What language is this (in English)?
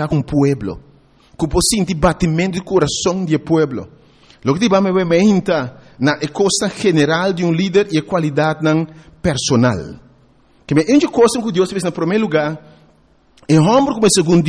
Papiamento